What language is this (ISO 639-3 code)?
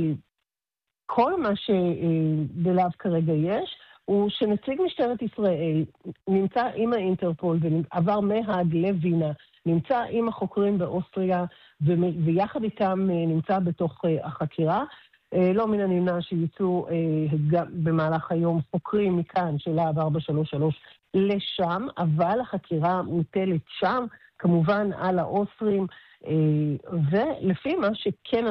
heb